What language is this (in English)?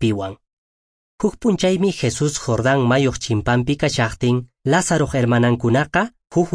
Quechua